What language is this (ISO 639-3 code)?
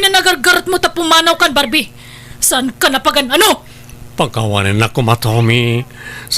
ilo